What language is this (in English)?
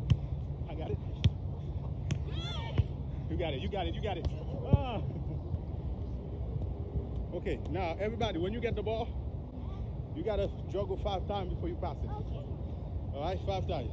English